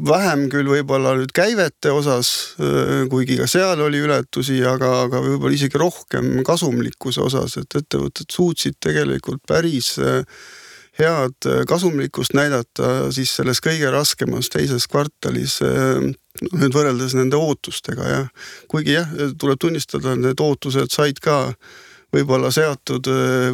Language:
Estonian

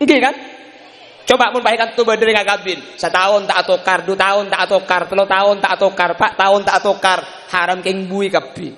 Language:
Madurese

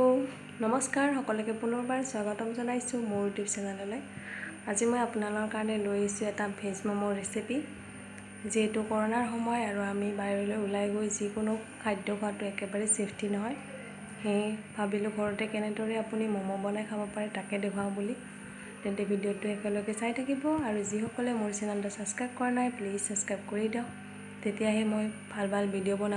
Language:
Assamese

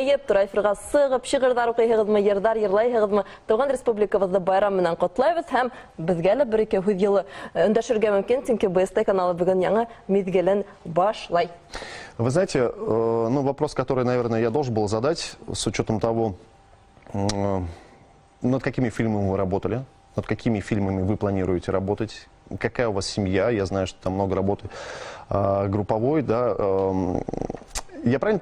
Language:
Bashkir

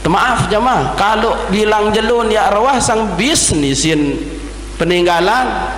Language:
Sasak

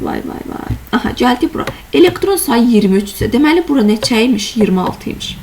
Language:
Azerbaijani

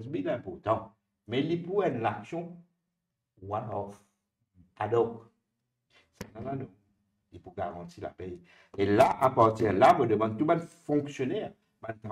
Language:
Morisyen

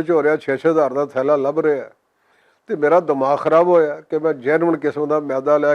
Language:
Western Panjabi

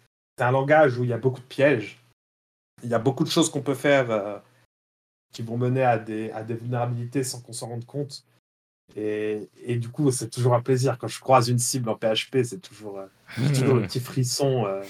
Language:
French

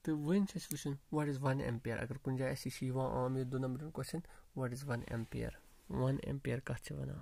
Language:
Kashmiri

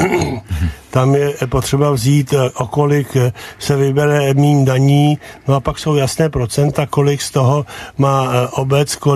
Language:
Czech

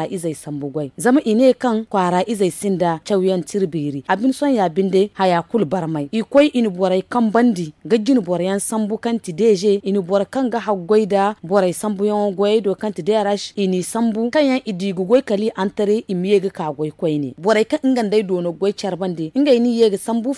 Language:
Zarma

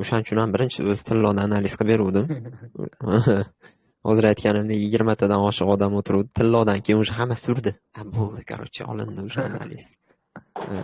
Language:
Uzbek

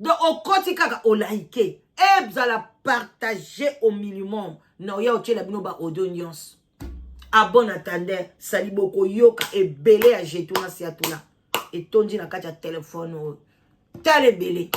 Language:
Lingala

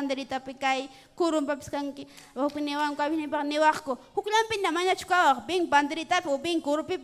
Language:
Ayacucho Quechua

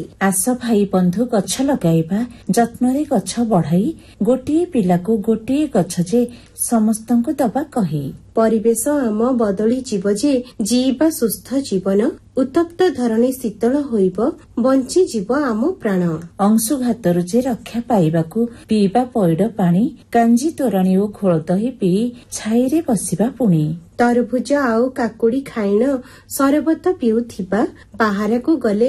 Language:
Odia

